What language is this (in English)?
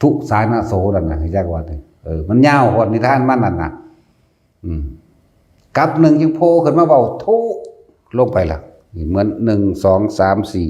Northeastern Thai